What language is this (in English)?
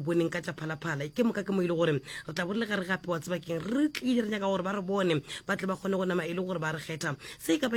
Northern Sotho